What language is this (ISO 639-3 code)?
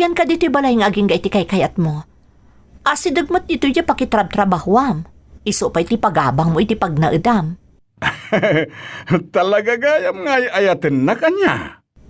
ilo